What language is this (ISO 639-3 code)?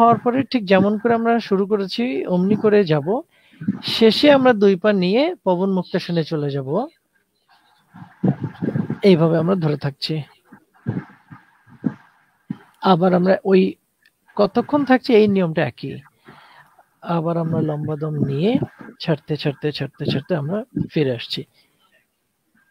ben